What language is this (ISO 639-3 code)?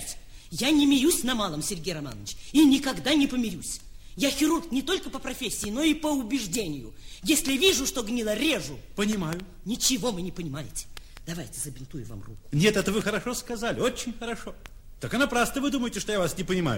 rus